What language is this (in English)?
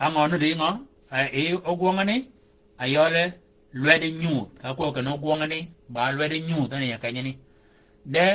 Shilluk